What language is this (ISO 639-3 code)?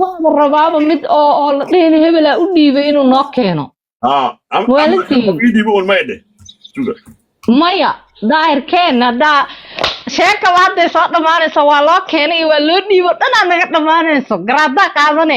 som